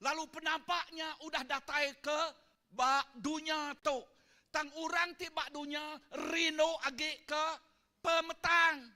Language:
Iban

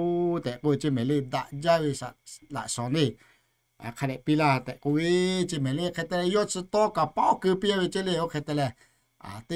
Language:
Lahu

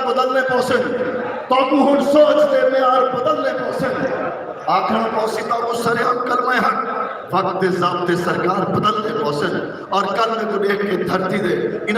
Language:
Saraiki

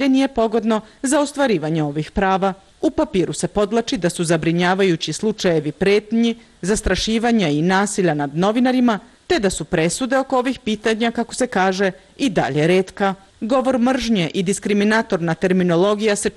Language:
Serbian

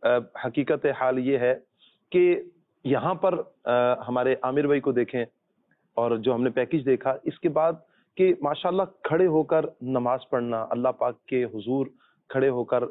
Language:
Urdu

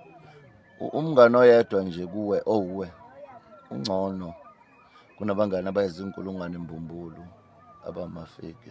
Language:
Zulu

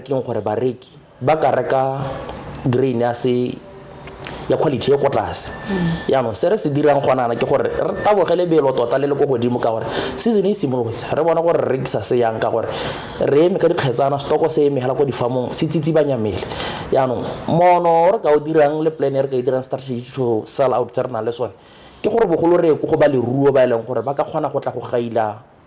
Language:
Tswana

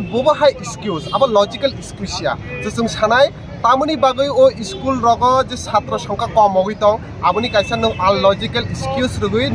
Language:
Kok Borok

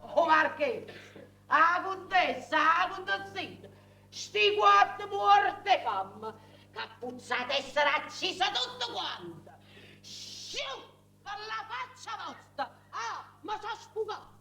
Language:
Neapolitan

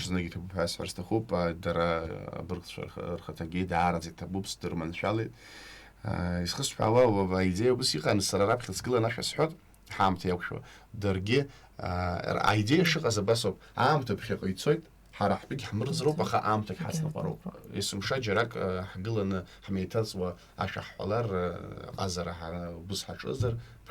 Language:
Abkhazian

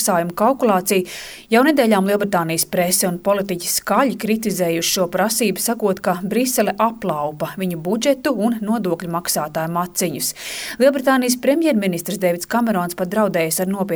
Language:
Latvian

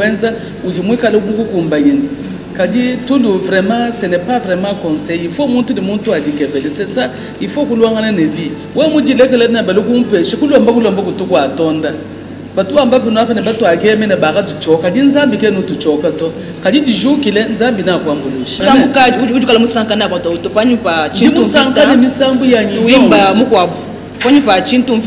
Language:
Luba-Lulua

